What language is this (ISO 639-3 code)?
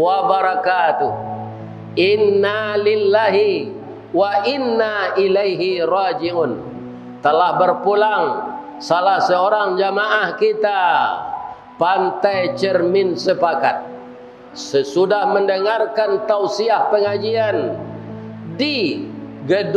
min